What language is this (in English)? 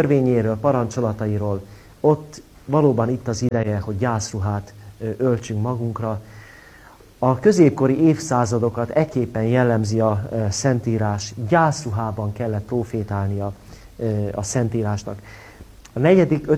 Hungarian